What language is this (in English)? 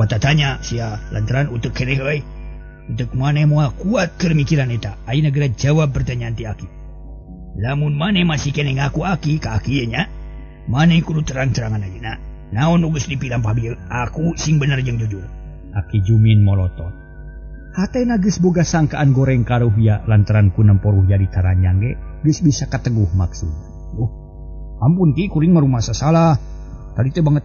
Sundanese